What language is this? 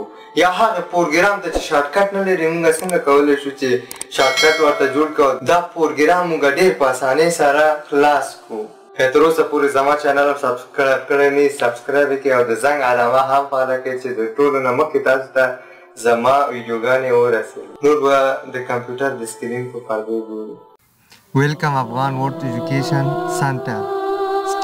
Pashto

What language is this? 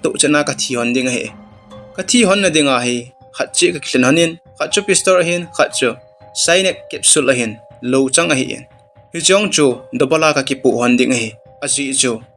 Thado Chin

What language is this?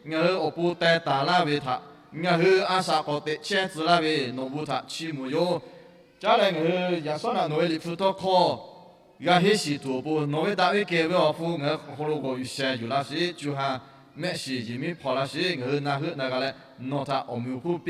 Lahu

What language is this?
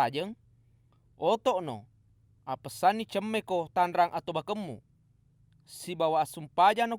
Buginese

